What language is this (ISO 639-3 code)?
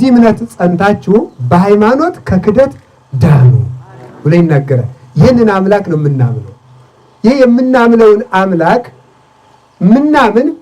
amh